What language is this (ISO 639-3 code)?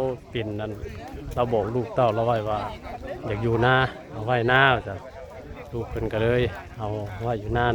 tts